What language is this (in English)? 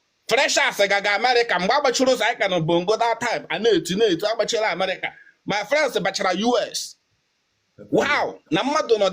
Igbo